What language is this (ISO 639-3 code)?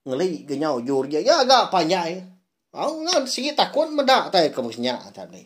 iba